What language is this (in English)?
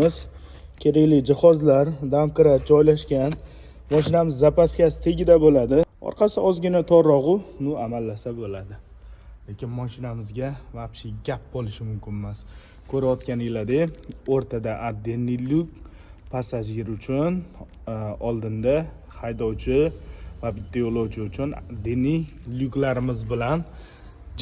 Uzbek